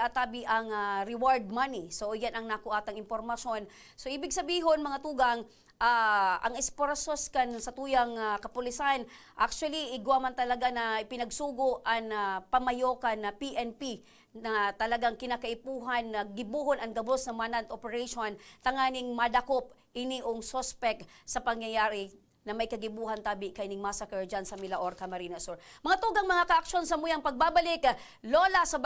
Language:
Bikol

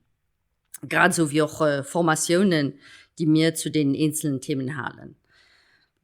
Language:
Luxembourgish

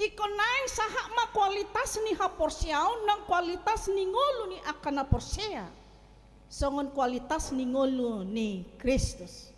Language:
Batak Toba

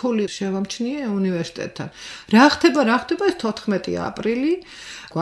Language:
Georgian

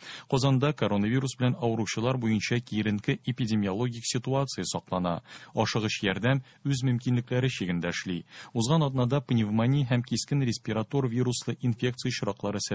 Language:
Tatar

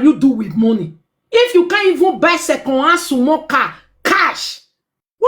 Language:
Nigerian Pidgin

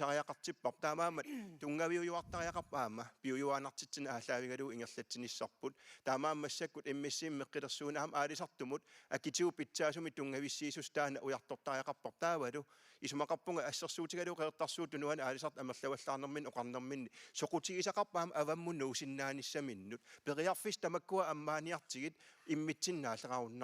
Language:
Kalaallisut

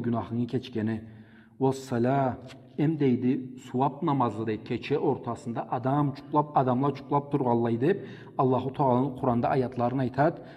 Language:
Karachay-Balkar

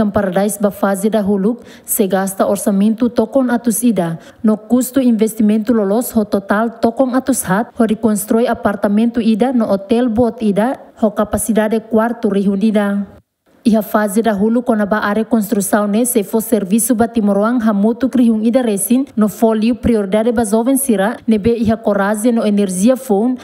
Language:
Tetum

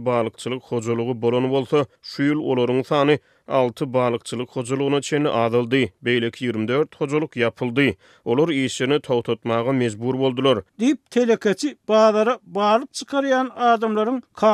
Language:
Turkmen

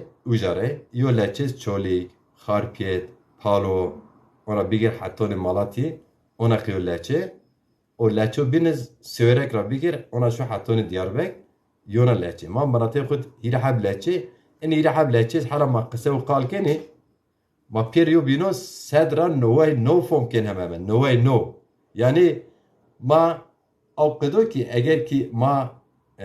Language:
Zaza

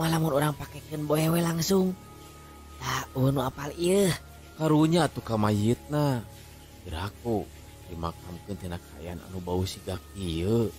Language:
Sundanese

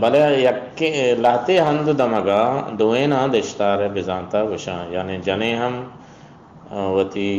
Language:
Eastern Balochi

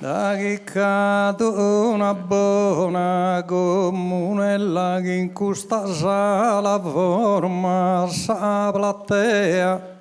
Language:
Sardinian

